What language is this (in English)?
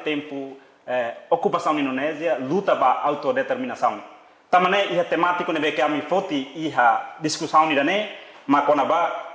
Tetum